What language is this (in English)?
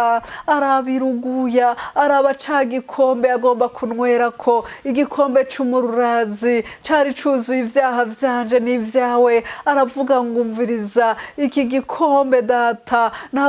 Rundi